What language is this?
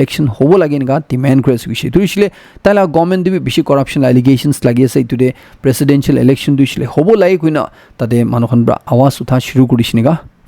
Naga Pidgin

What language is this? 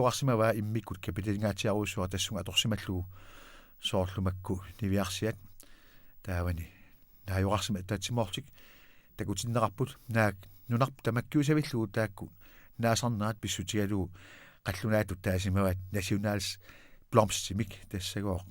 Kalaallisut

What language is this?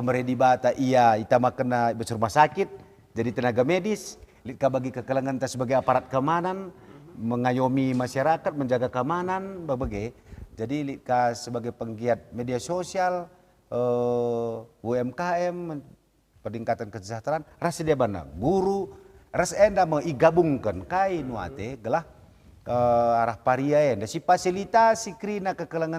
Batak Karo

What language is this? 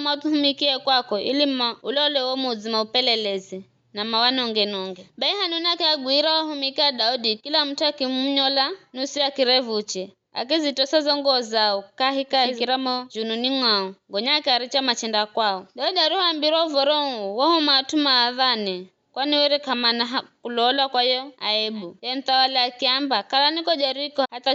Giryama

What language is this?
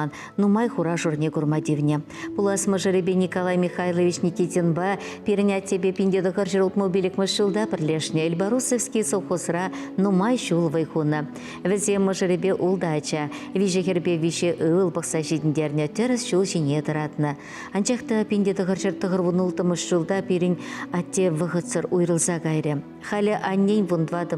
Chuvash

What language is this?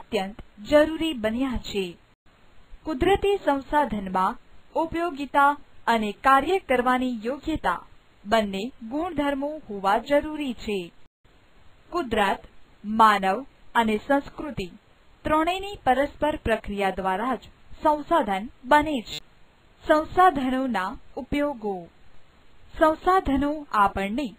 Gujarati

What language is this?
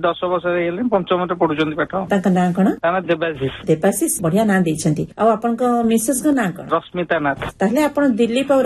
Odia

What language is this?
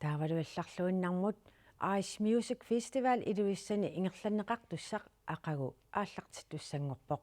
Kalaallisut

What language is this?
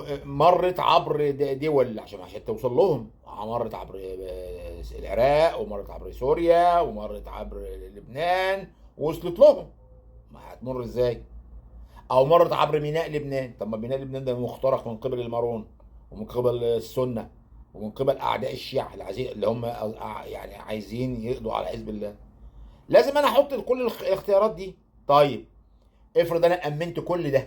Egyptian Arabic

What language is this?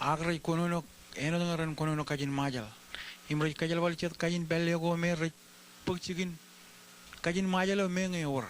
Marshallese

